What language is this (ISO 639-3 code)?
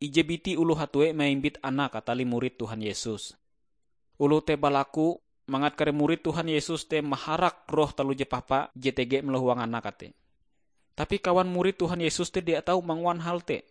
nij